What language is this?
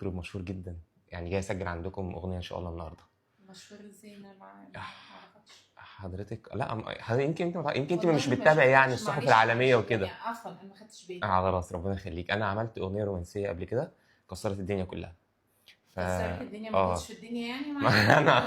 Egyptian Arabic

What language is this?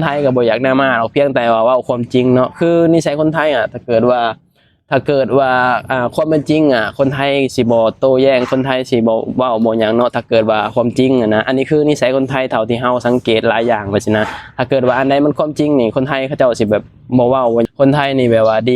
Lao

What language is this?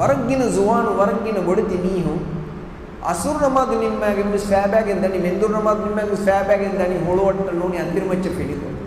Divehi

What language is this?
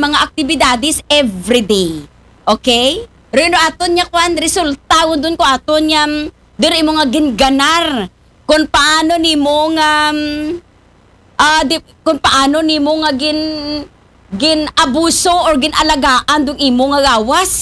Aklanon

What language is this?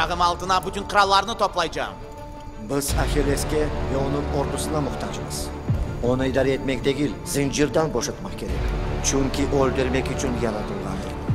Crimean Tatar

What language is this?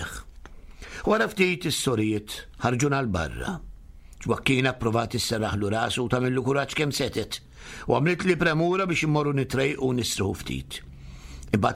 Maltese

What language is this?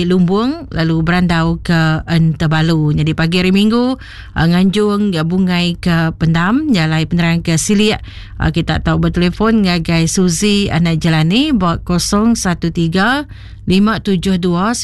Iban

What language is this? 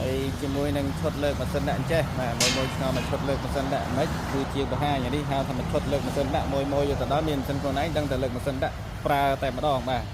Khmer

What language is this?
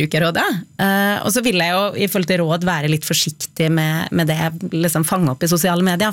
Norwegian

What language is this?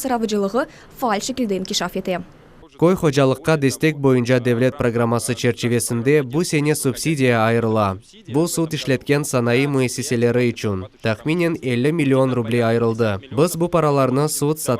Crimean Tatar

